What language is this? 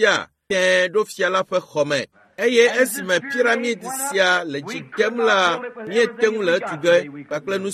Ewe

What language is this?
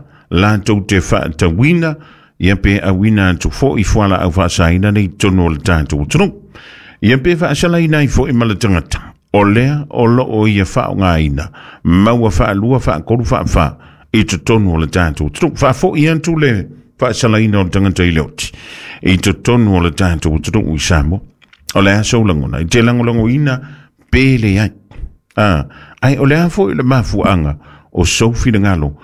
Samoan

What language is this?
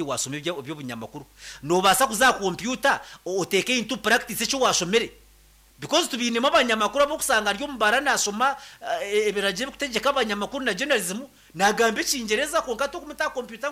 Nyankole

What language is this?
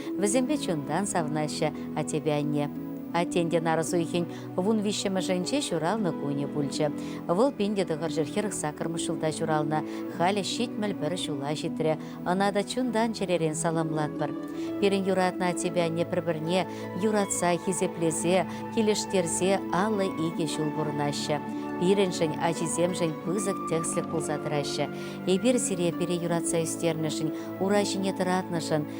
Chuvash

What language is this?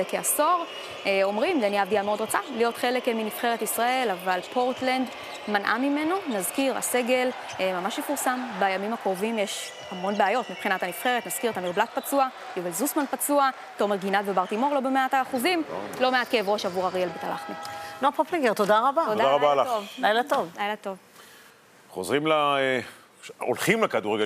Hebrew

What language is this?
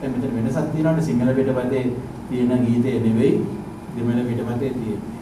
Sinhala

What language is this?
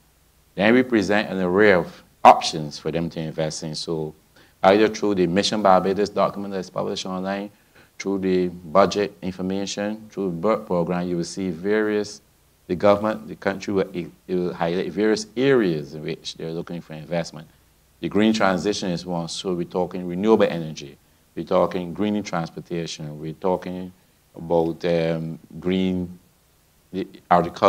English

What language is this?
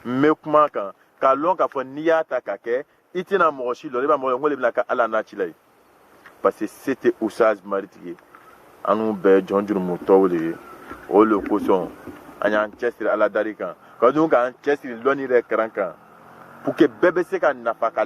Bambara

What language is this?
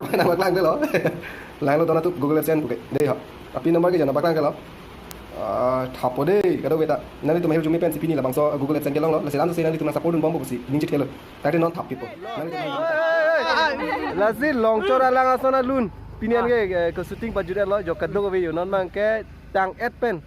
Karbi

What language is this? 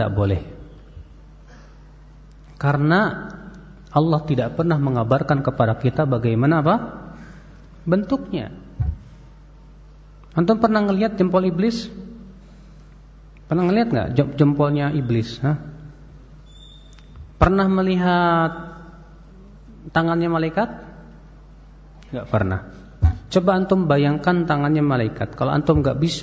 Indonesian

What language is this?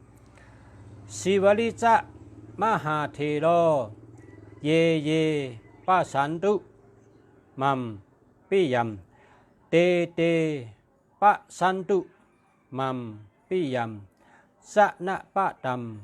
Shan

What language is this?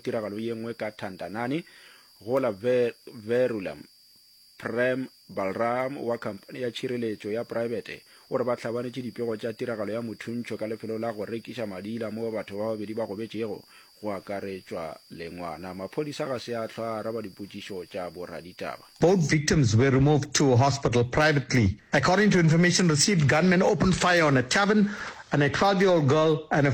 Northern Sotho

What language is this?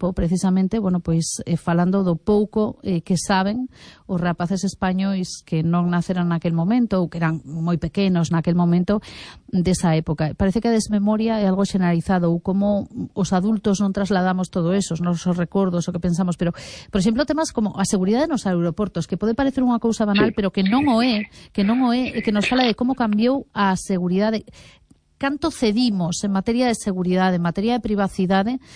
Galician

